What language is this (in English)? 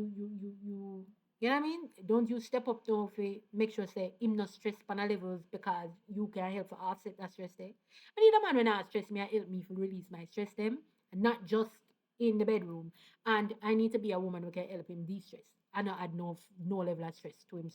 Jamaican Creole English